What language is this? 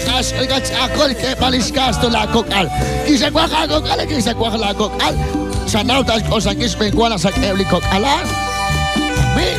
Kekchí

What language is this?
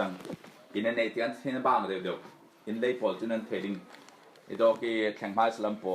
Falam Chin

